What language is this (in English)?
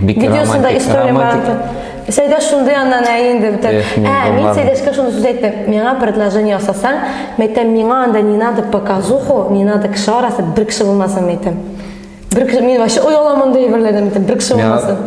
Tatar